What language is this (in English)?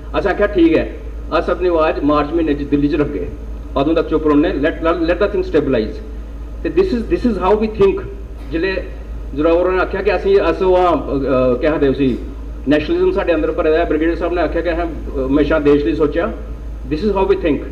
Dogri